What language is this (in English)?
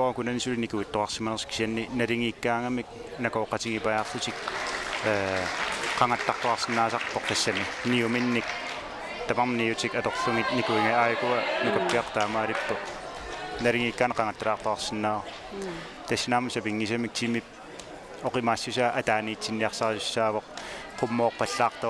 Kalaallisut